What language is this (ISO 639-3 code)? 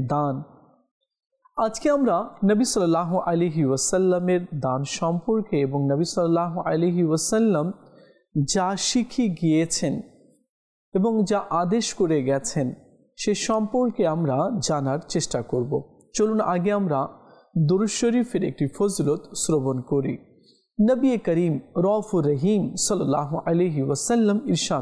ben